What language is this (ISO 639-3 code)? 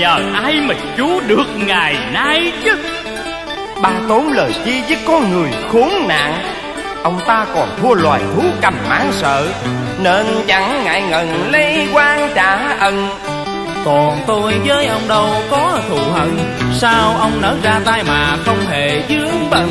vie